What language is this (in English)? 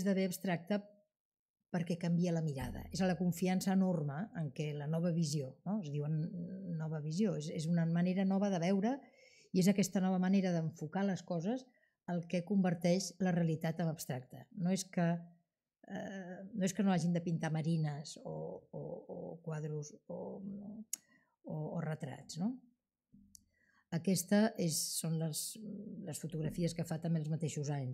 Catalan